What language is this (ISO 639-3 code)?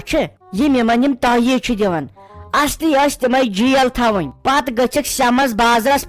kas